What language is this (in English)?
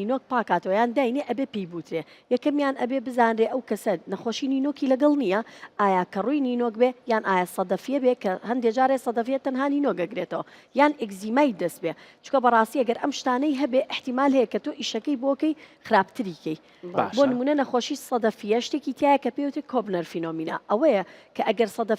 Central Kurdish